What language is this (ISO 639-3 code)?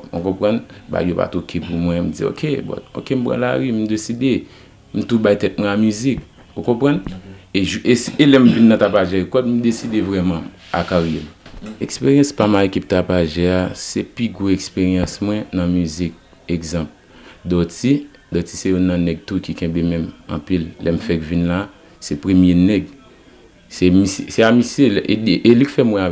hat